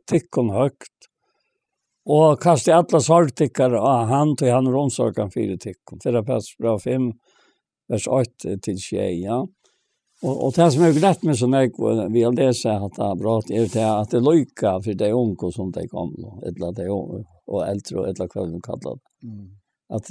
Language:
Faroese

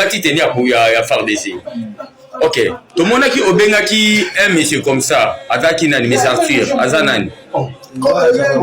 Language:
Lingala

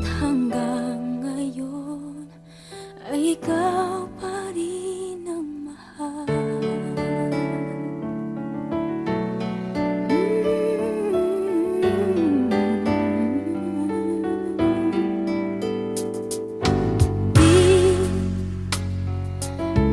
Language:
English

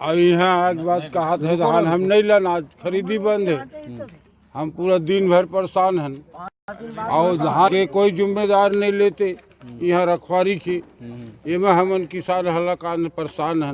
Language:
Chhattisgarhi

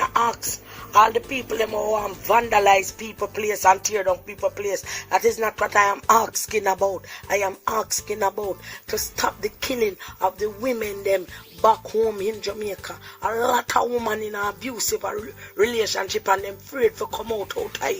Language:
Jamaican Creole English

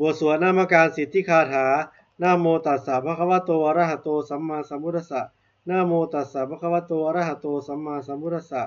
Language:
Pali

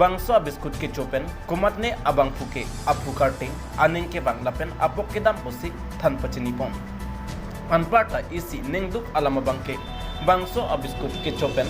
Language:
Karbi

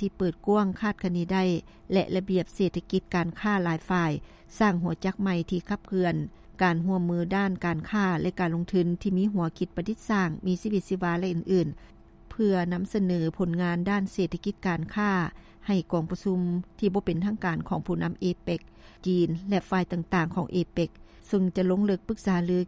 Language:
Lao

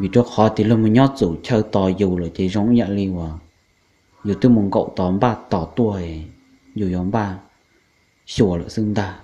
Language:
Hmong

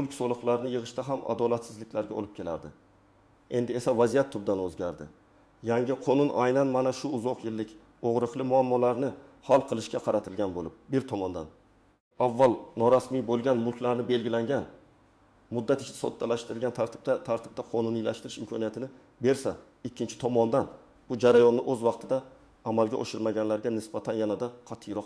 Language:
Uzbek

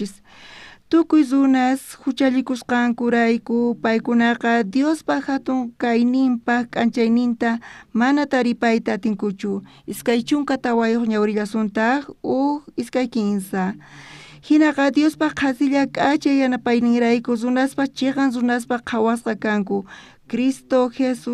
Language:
South Bolivian Quechua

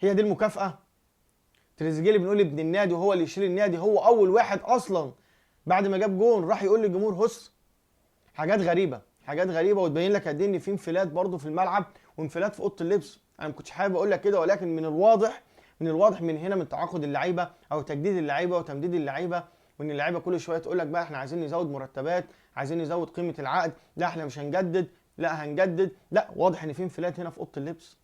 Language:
Egyptian Arabic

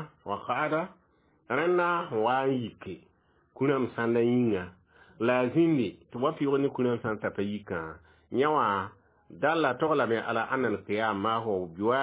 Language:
Mossi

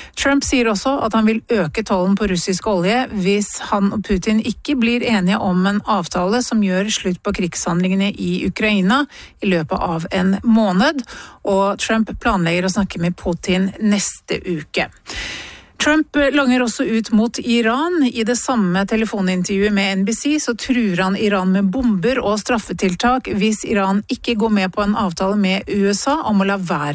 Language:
Norwegian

